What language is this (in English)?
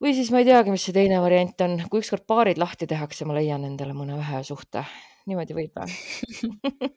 Estonian